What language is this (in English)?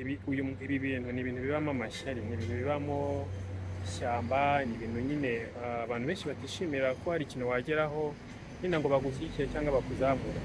Kinyarwanda